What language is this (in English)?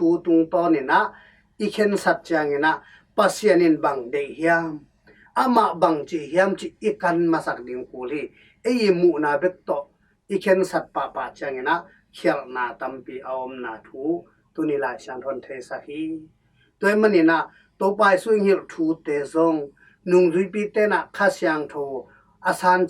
Tedim Chin